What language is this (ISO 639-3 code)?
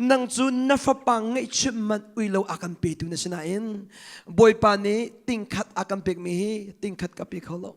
cnh